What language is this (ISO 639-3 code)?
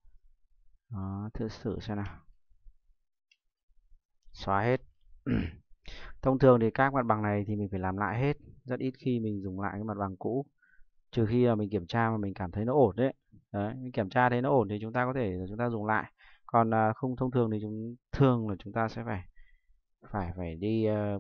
vie